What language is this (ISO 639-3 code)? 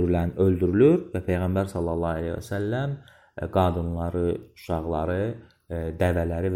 aze